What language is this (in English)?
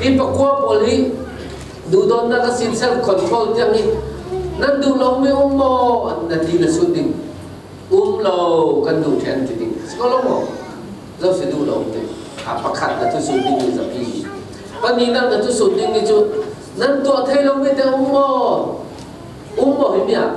Falam Chin